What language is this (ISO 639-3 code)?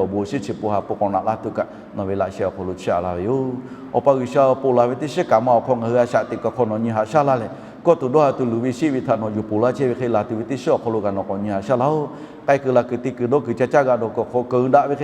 lhu